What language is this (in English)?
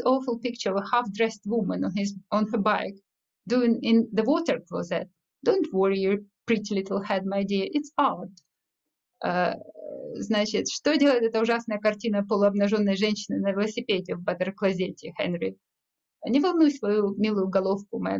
Russian